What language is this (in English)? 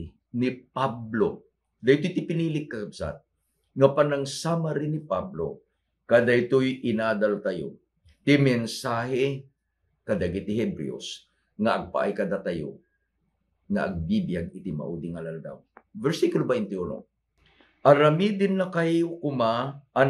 Iloko